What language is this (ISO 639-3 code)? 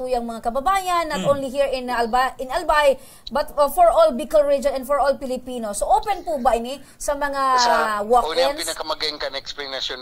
bik